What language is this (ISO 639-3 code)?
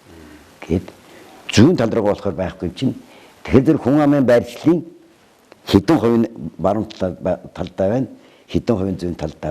mon